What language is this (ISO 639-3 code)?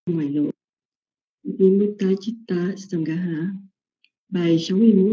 vie